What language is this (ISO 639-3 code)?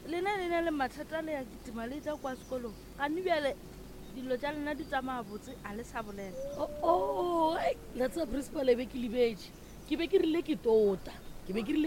nso